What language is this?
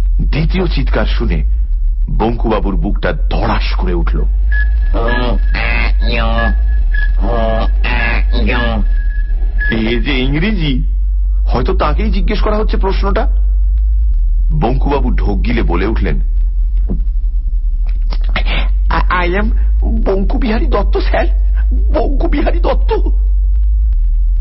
Bangla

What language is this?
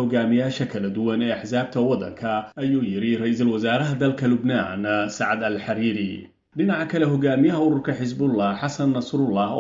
Somali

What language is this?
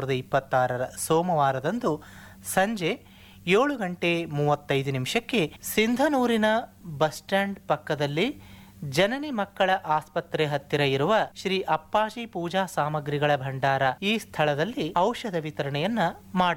Kannada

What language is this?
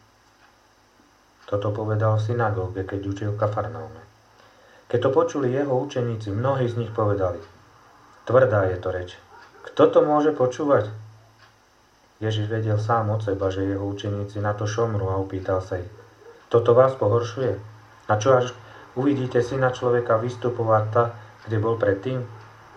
Slovak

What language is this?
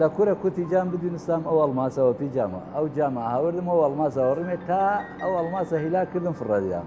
Southern Kurdish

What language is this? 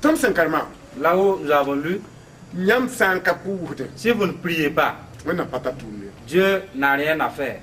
Mossi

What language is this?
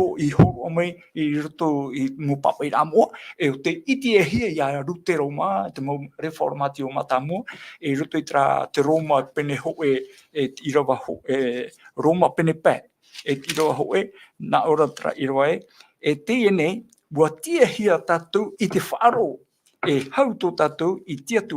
Tahitian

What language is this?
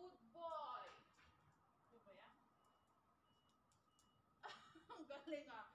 Filipino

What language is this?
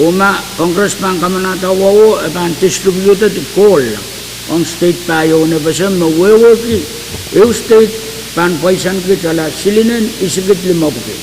Pohnpeian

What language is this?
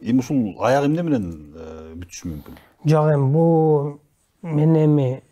Kyrgyz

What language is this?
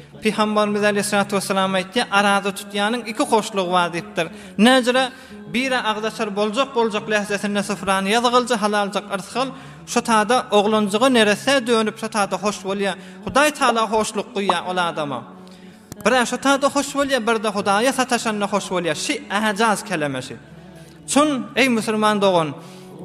Turkmen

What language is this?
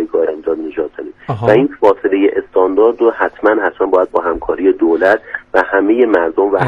Persian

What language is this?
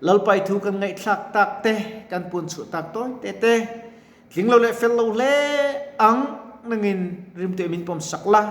Mizo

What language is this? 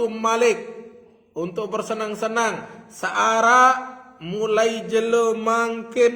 Sasak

